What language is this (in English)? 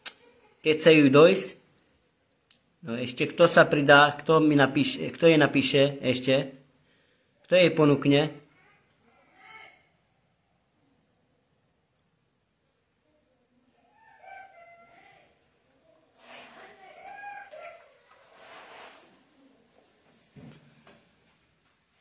Slovak